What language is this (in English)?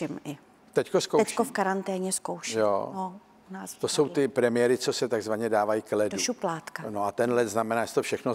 Czech